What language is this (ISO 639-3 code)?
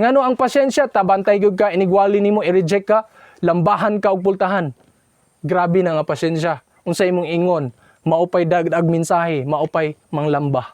ceb